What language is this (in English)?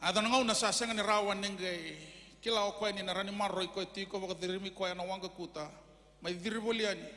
Fijian